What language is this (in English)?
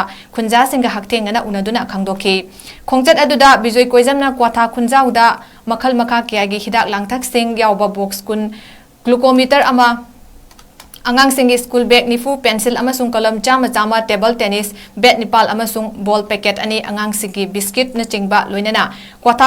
Manipuri